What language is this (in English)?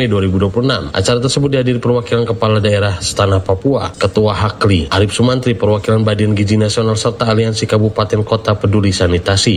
Indonesian